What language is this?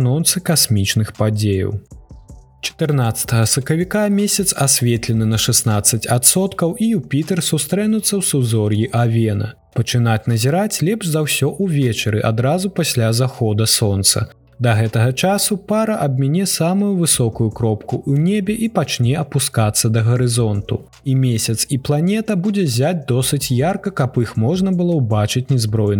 Belarusian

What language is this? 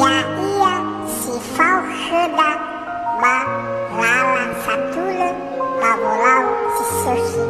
Nias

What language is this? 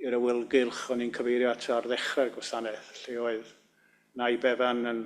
Welsh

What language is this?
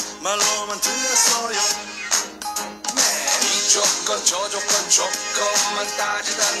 Korean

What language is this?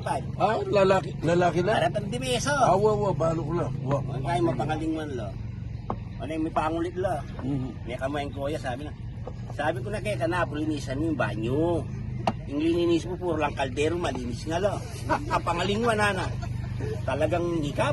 Pampanga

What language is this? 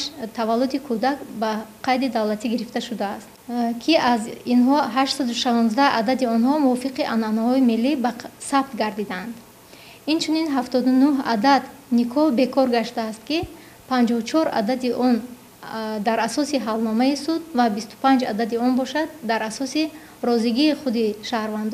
Tajik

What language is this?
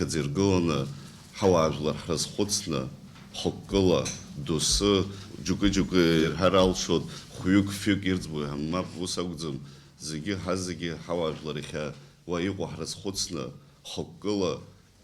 Abkhazian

